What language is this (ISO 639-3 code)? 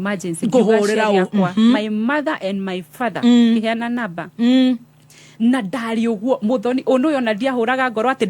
kik